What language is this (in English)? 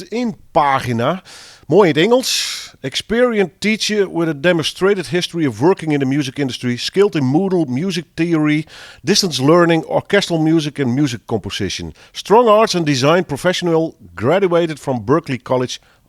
Western Frisian